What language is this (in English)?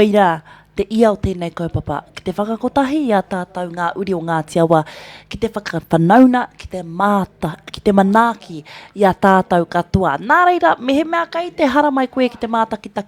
Māori